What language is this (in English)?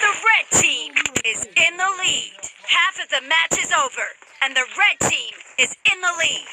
Karbi